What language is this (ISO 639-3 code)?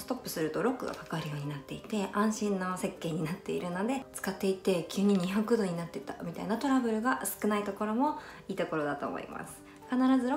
jpn